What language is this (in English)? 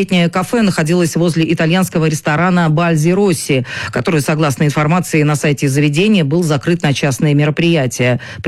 Russian